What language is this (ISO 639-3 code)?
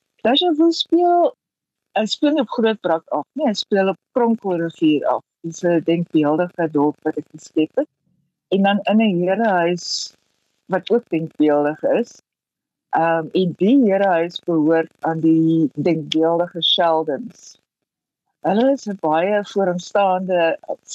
afr